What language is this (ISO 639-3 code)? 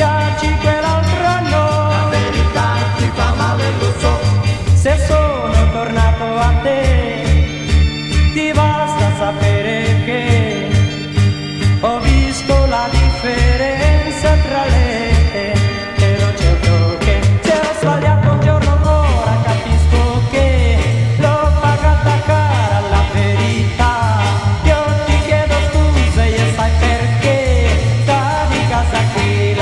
ita